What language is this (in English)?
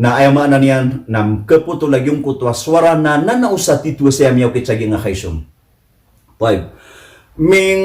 Maranao